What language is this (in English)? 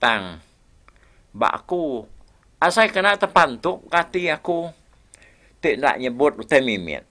Iban